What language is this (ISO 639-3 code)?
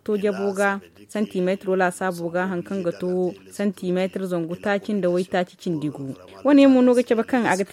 dje